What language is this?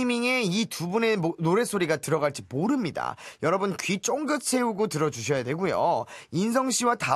Korean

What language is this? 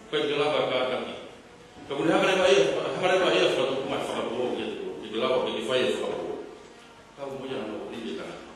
Tongan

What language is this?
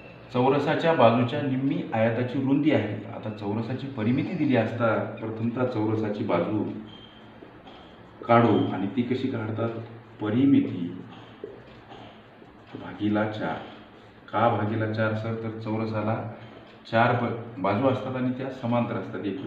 Marathi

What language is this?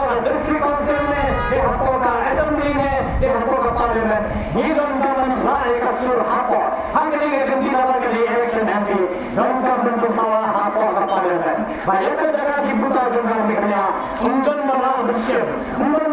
Khasi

